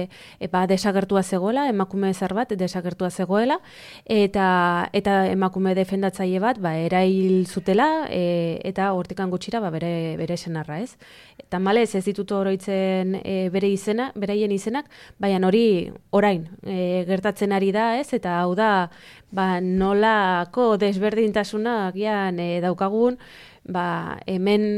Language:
Basque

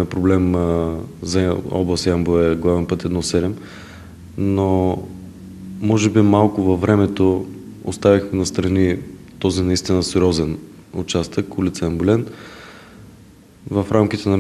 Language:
Bulgarian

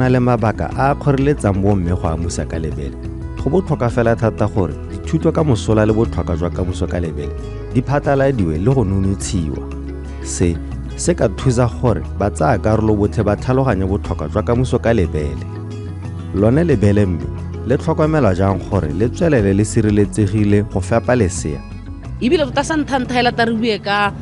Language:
Tswana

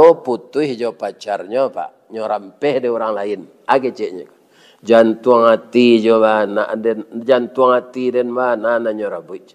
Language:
Minangkabau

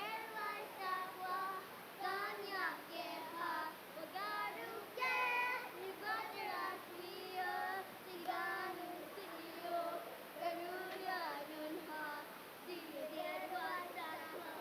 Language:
Mohawk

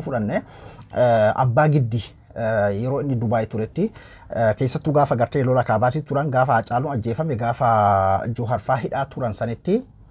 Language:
Oromo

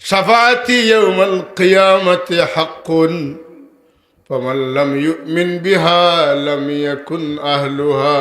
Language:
Sylheti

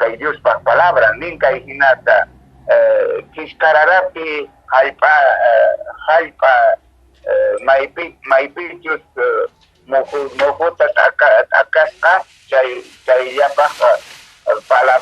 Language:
Quechua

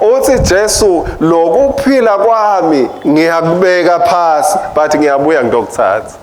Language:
Swati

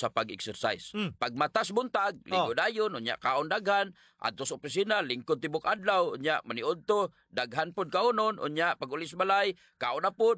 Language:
Cebuano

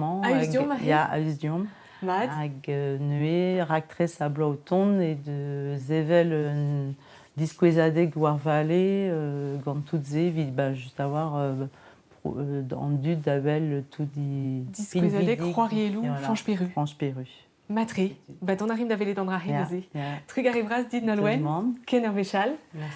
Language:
Breton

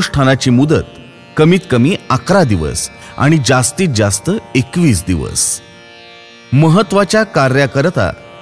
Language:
Marathi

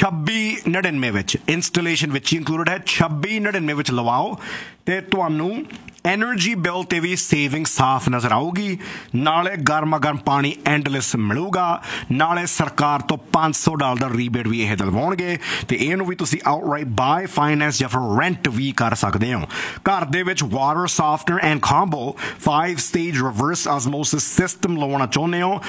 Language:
Punjabi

